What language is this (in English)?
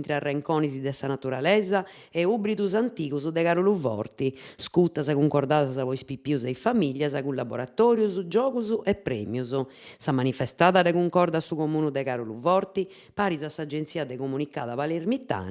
Sardinian